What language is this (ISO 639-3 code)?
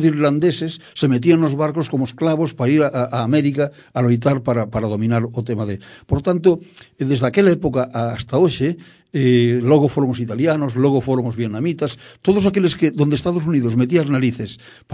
glg